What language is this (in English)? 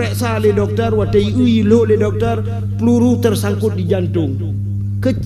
Achinese